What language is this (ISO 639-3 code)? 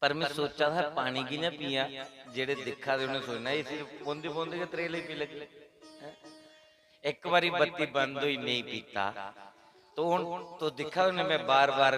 doi